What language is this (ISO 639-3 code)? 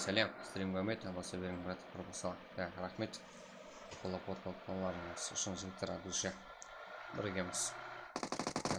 kaa